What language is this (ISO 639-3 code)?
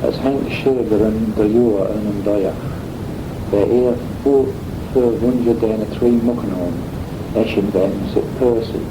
glv